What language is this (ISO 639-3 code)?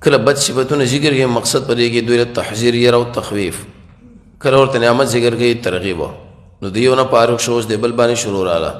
pus